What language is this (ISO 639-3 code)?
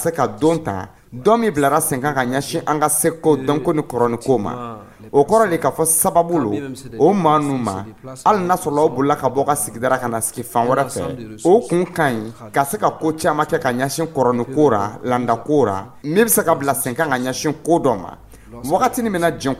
dyu